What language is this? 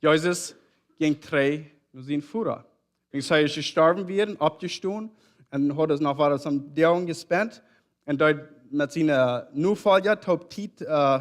Plautdietsch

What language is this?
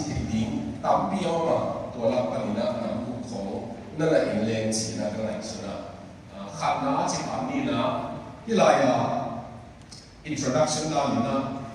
Tedim Chin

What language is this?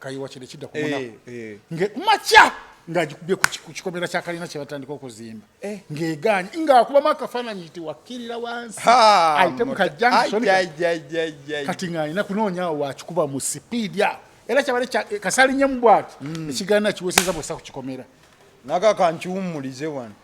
Ganda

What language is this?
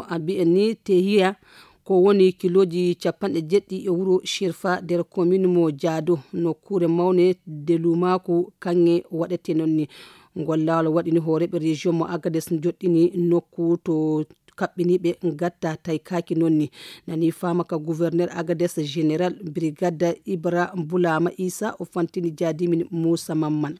Fula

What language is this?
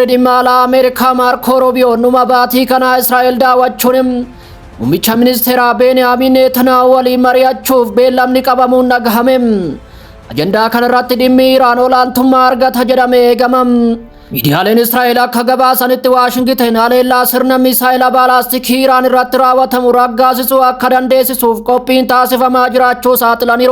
Oromo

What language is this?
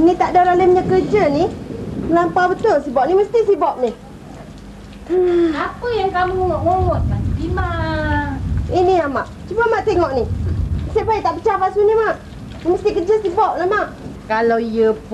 Malay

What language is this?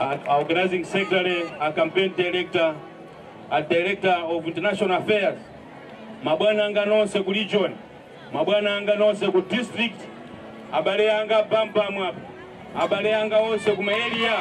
Nyanja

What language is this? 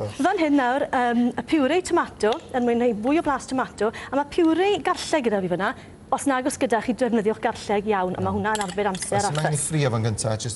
Welsh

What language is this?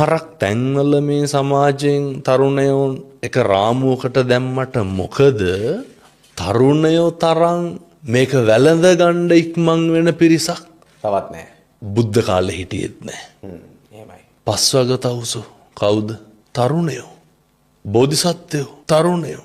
Sinhala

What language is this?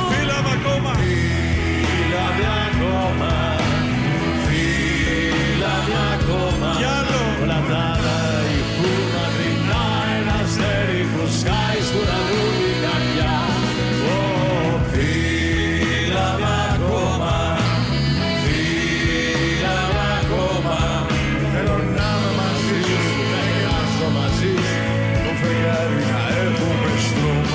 Greek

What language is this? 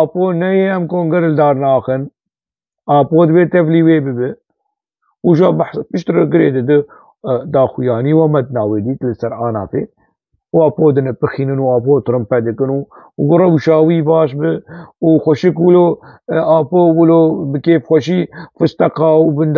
Kurdish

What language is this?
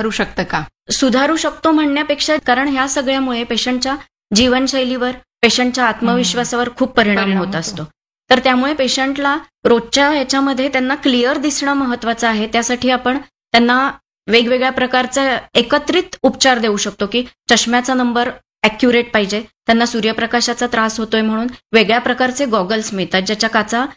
Marathi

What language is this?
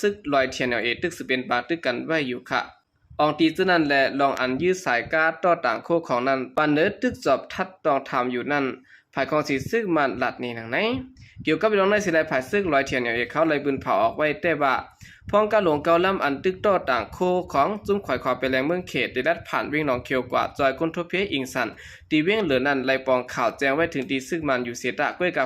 Shan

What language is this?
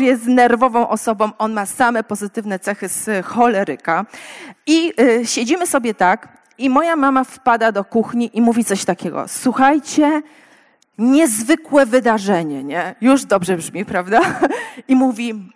Polish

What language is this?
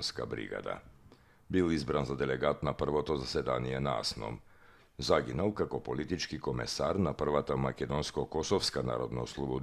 Macedonian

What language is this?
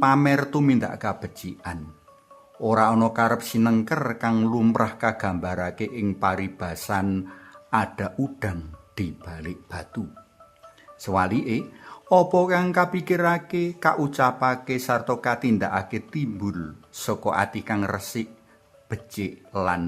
Javanese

